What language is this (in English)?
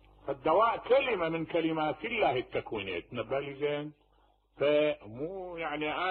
Mesopotamian Arabic